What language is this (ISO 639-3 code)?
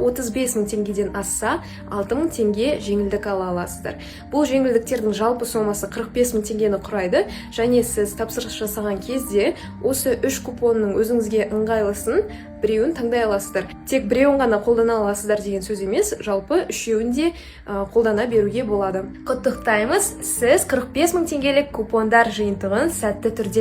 kaz